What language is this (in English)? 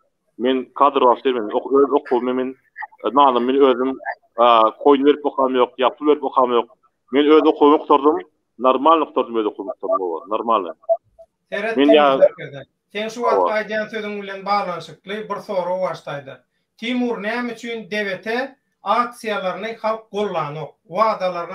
Turkmen